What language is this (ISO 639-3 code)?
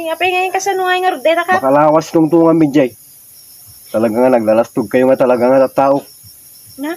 ilo